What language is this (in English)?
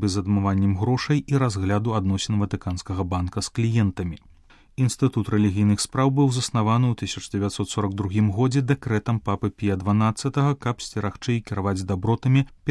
Belarusian